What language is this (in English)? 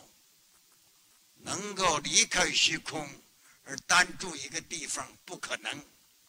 Chinese